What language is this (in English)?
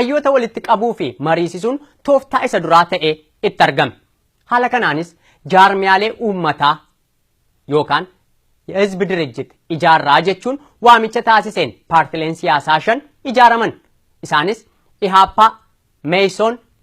Oromo